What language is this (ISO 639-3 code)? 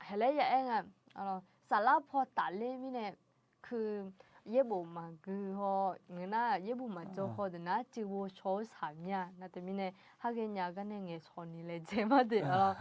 ahk